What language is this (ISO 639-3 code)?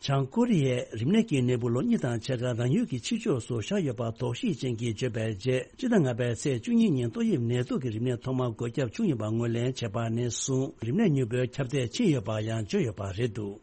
bod